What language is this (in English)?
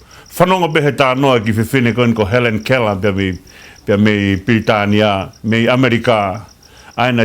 Tongan